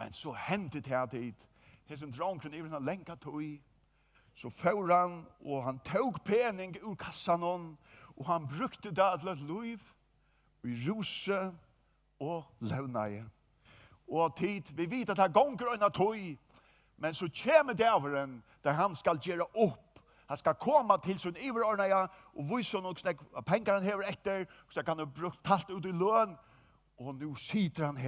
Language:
Faroese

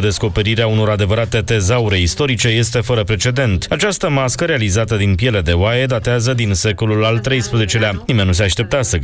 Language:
Romanian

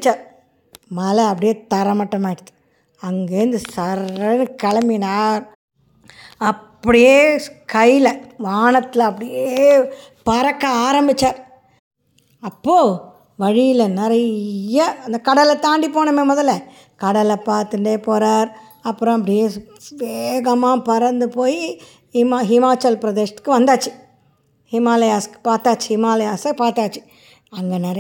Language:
Tamil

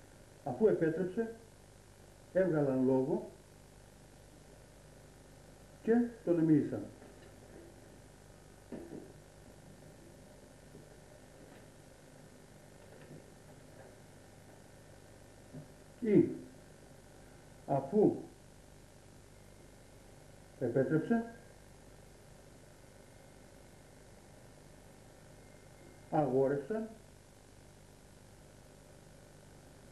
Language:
Greek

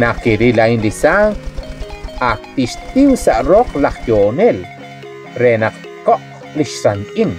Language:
Kekchí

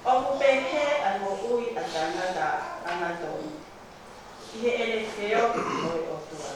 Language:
Tongan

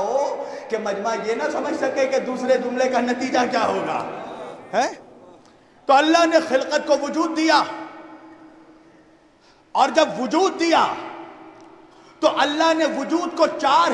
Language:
Urdu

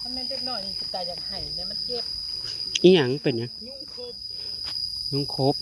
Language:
Northeastern Thai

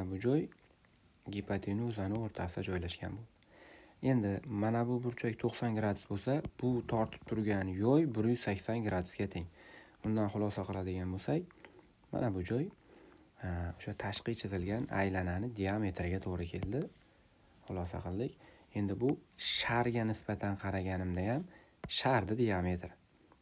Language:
Uzbek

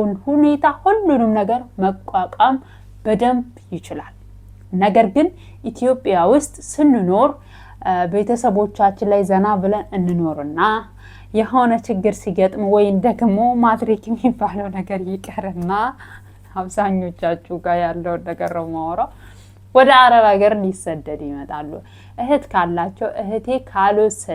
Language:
Amharic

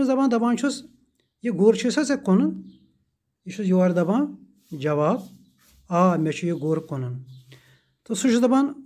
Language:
Kashmiri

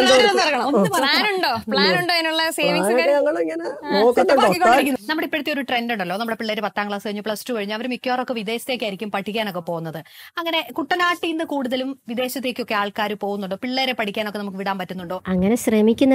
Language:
Malayalam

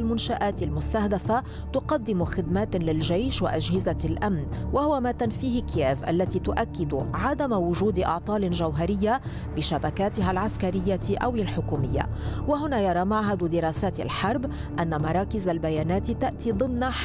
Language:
Arabic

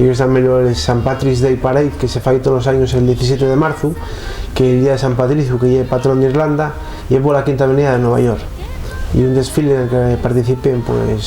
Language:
Asturian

